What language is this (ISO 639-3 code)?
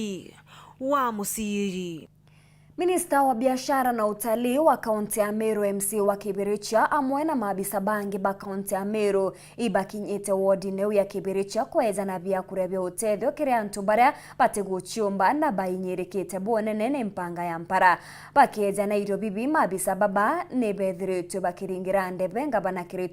mer